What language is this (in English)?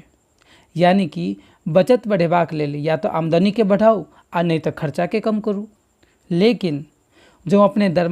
Maithili